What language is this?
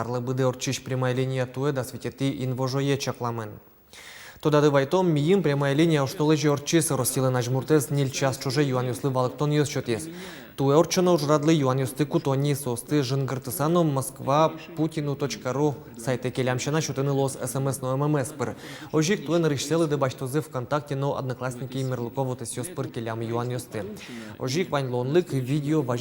Udmurt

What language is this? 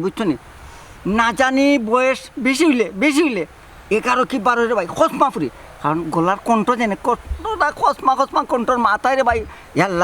Sylheti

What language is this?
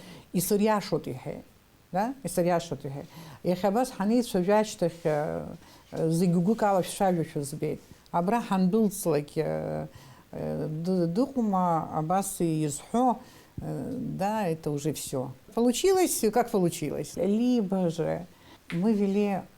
Abkhazian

